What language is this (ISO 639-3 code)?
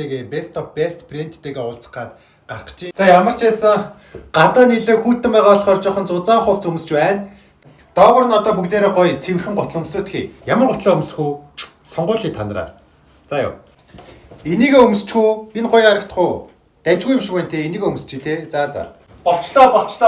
mon